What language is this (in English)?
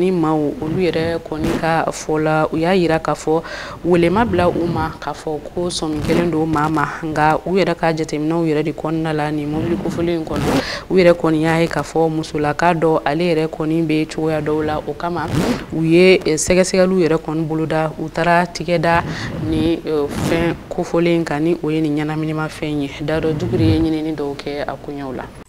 Bambara